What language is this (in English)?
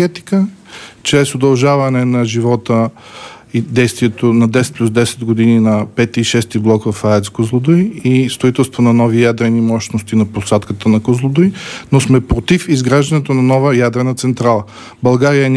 Bulgarian